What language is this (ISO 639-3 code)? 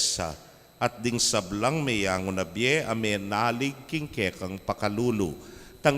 pam